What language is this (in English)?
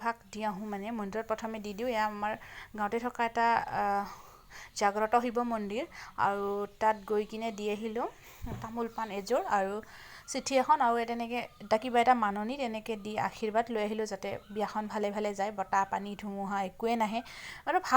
Assamese